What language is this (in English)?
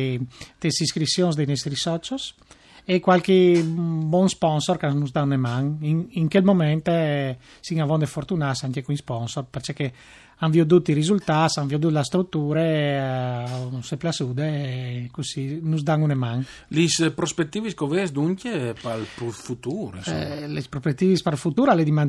Friulian